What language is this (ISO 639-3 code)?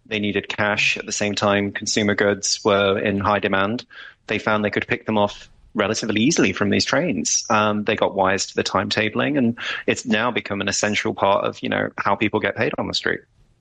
eng